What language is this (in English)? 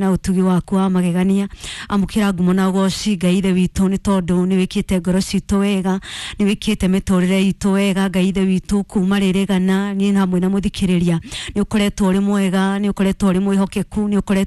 Kikuyu